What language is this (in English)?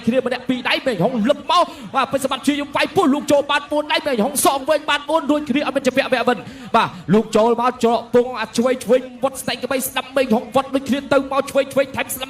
Khmer